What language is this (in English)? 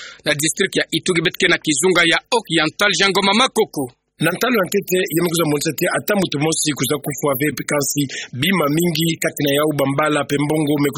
Kituba (Democratic Republic of Congo)